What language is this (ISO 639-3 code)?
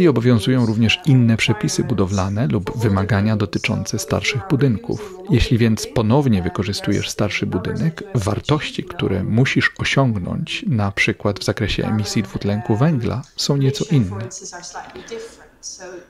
pol